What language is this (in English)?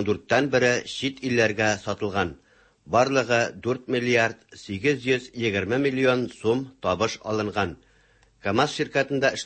Tatar